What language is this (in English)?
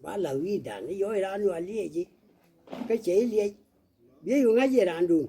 Nuer